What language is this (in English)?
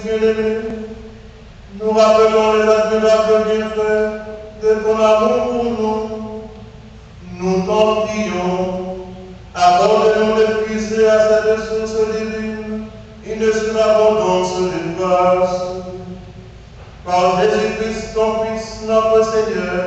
French